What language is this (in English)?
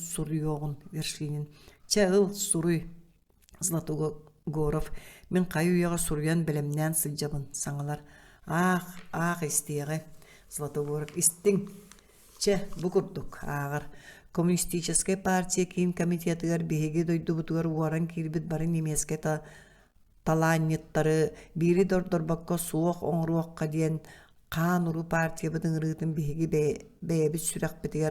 Yakut